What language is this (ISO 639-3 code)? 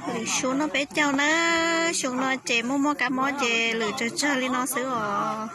hmn